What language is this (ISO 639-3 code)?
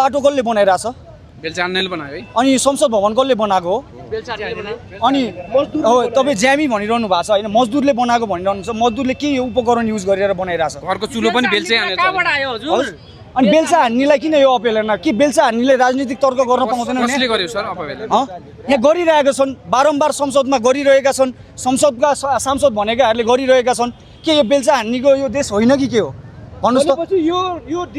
nep